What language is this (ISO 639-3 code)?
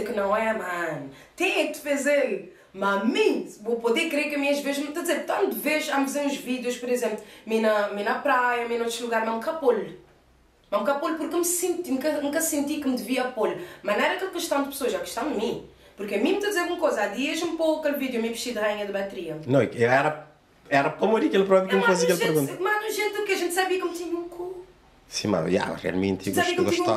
kea